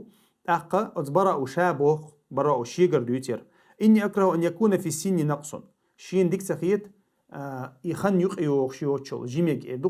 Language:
Chechen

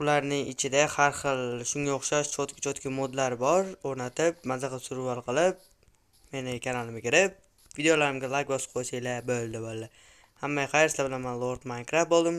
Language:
Uzbek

